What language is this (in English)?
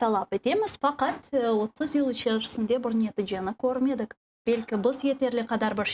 Crimean Tatar